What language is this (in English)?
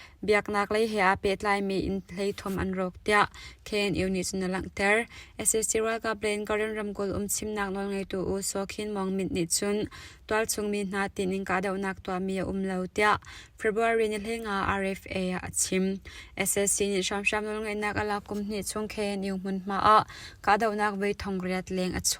Hakha Chin